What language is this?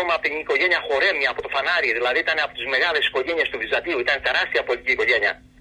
Greek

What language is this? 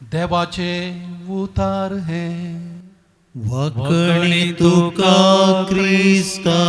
Konkani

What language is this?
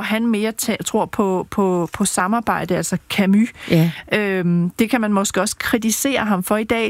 Danish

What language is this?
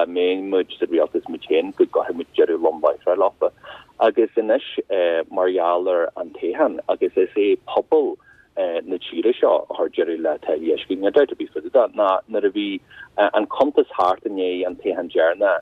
Irish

